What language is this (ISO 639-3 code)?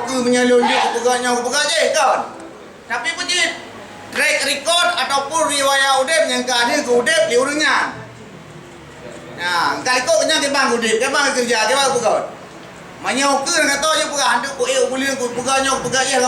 ace